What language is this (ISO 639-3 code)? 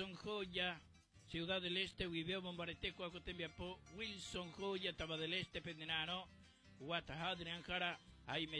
grn